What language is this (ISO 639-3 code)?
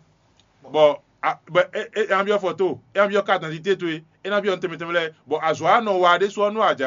fon